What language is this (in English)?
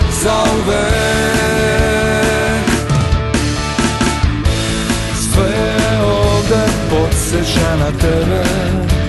Serbian